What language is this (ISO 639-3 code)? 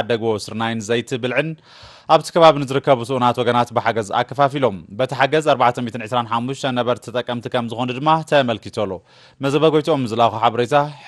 tir